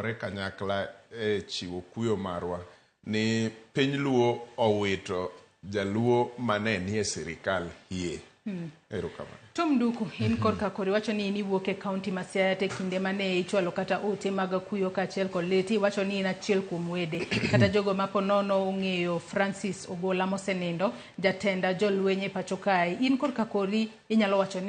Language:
Luo (Kenya and Tanzania)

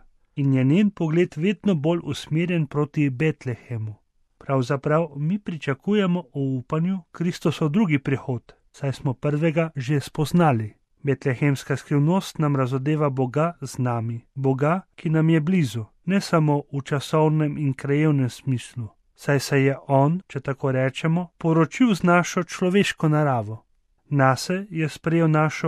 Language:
Slovenian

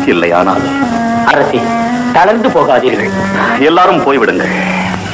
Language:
Tamil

